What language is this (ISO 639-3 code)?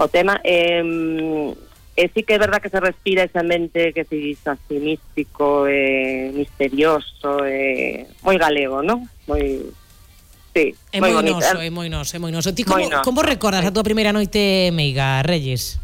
glg